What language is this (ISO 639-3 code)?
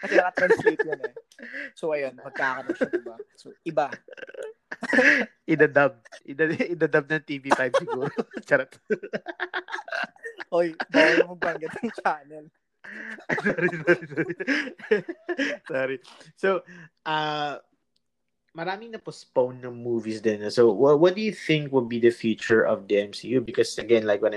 fil